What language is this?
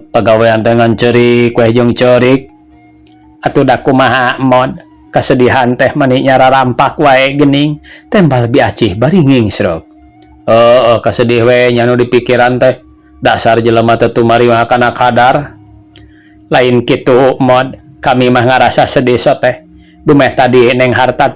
Sundanese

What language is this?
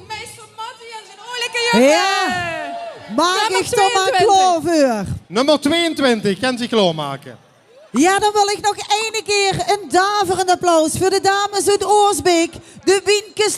Limburgish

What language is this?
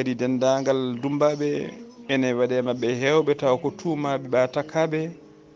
Fula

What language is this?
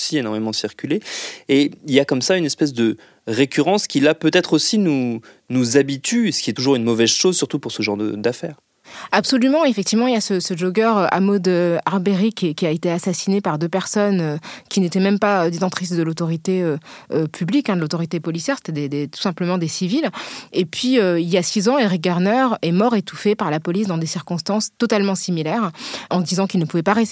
French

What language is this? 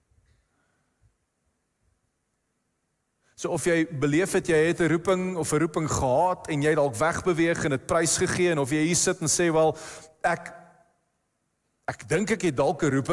Afrikaans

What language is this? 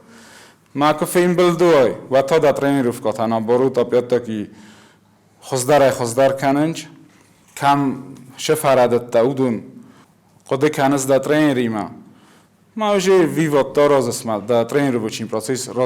Ossetic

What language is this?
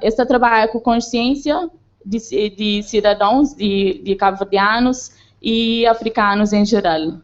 Kabuverdianu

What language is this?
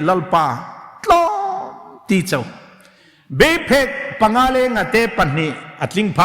Hmar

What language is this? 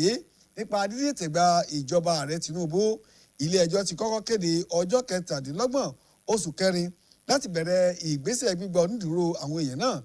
Yoruba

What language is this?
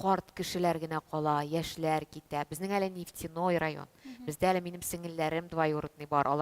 Tatar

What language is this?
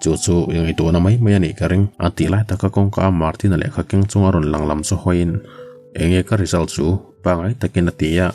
Mizo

